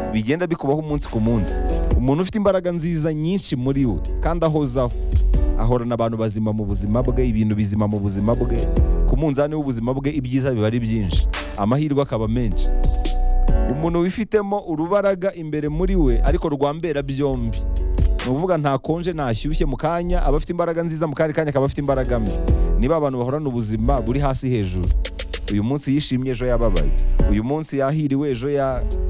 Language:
Kinyarwanda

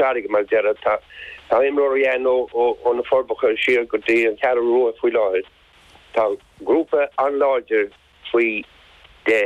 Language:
Irish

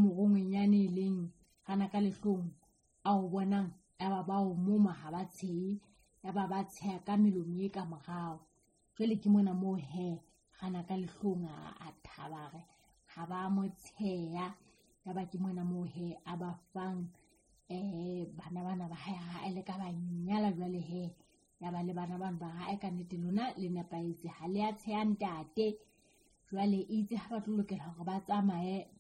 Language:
Southern Sotho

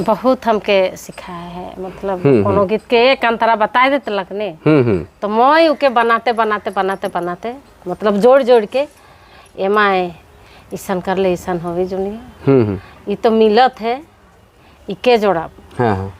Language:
Sadri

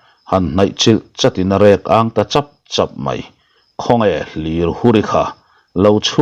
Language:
Mizo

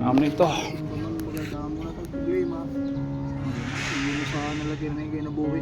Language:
Waray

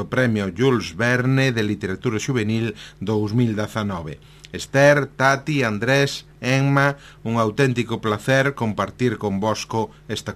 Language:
Galician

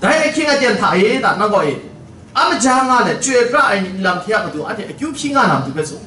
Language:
Kachin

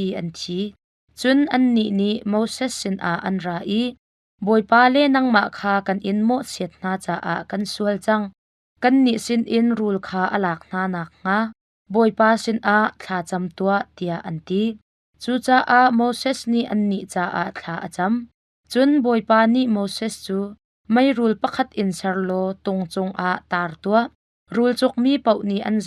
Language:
Hakha Chin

